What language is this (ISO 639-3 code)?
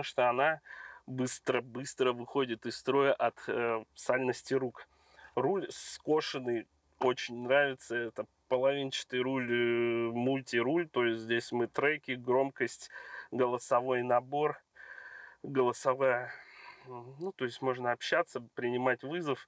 rus